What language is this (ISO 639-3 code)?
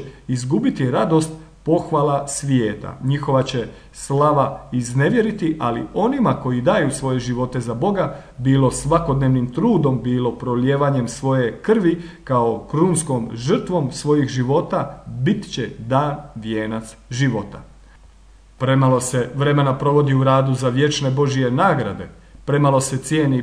hrv